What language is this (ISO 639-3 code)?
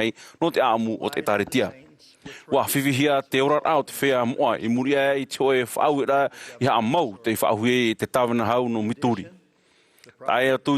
tah